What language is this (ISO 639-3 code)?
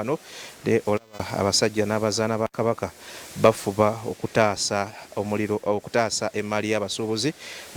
lug